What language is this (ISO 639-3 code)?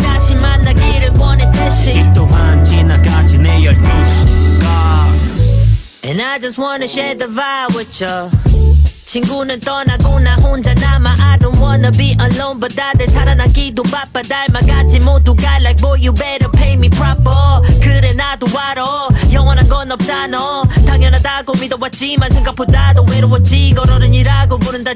kor